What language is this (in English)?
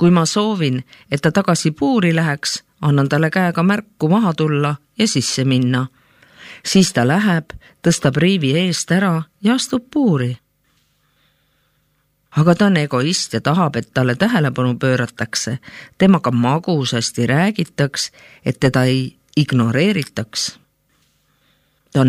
Estonian